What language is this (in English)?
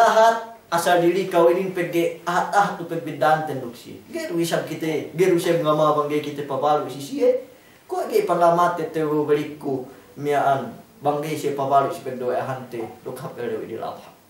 Yakan